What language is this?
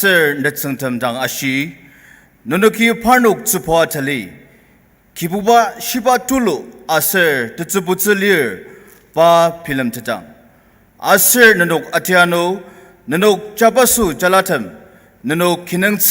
Ao Naga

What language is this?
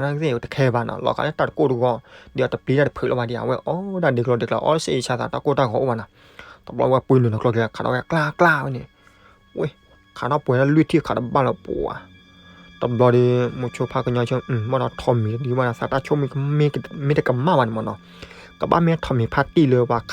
S'gaw Karen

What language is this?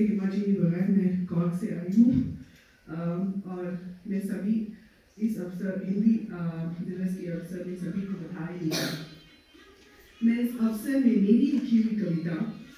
Hindi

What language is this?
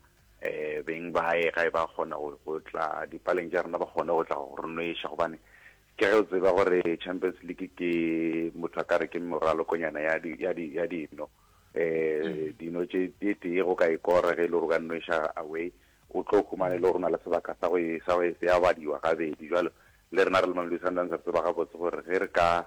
Northern Sotho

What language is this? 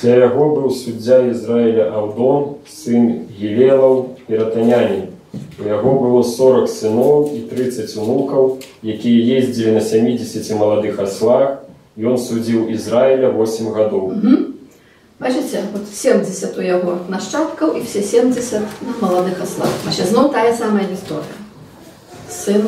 Belarusian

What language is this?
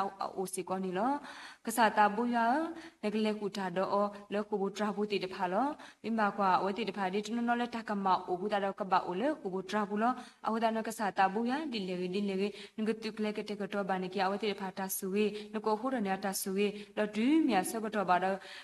S'gaw Karen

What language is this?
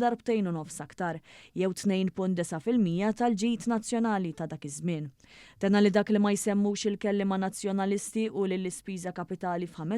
Maltese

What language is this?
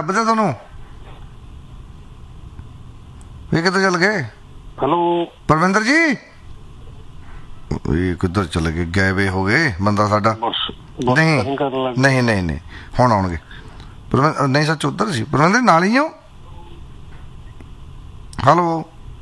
Punjabi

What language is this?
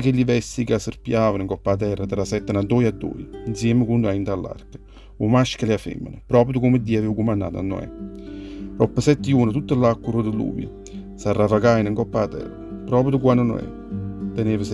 Neapolitan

